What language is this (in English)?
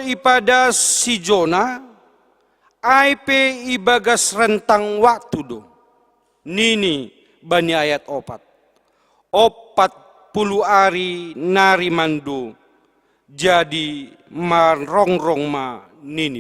Batak Simalungun